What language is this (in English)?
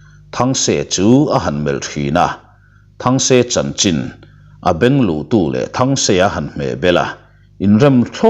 Mizo